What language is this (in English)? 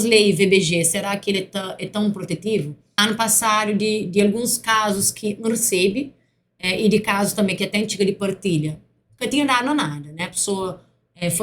Kabuverdianu